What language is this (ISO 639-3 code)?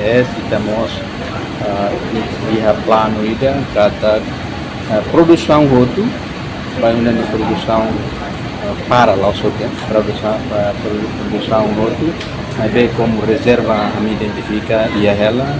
tet